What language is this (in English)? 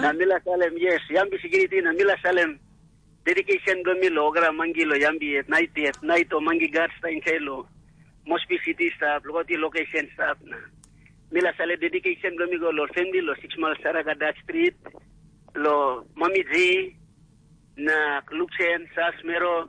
Tok Pisin